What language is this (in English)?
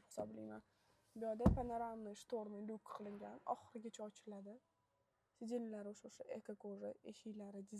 Uzbek